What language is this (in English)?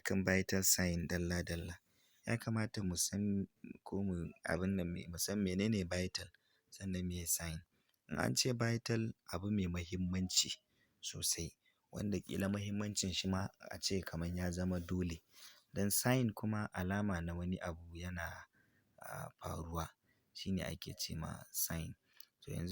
Hausa